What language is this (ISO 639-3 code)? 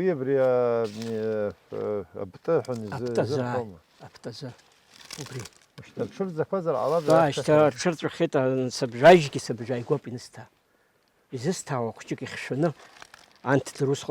abk